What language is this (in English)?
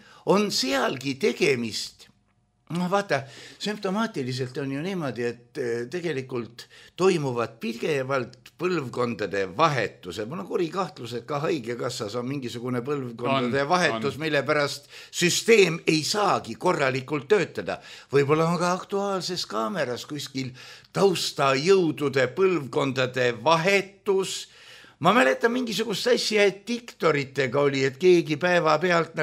Estonian